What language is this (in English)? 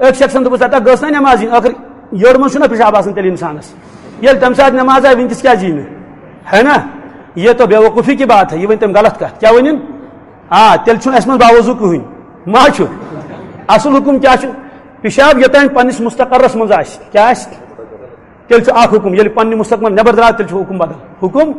Kashmiri